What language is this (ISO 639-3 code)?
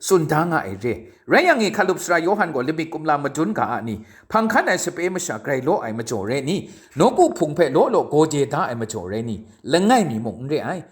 kac